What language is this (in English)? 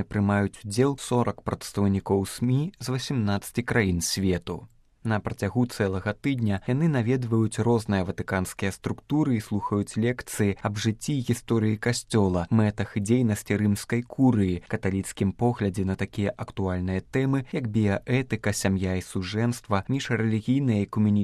Belarusian